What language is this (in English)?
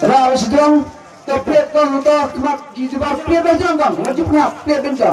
Khasi